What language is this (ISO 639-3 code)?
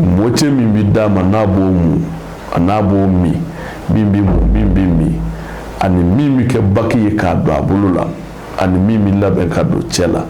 bam